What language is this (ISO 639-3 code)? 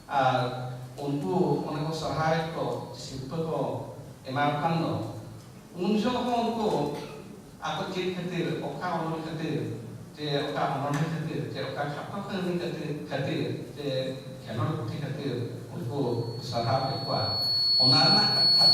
sat